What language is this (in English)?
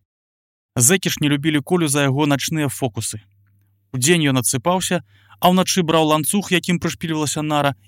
Belarusian